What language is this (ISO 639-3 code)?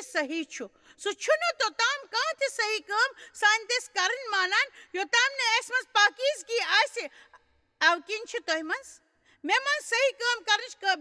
kas